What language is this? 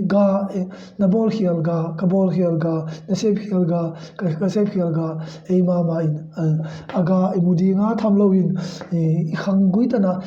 Tedim Chin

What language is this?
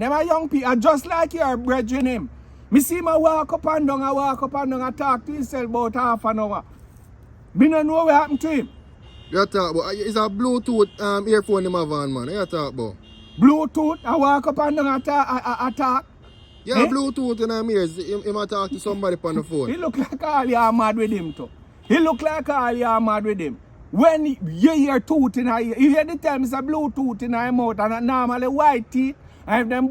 Jamaican Creole English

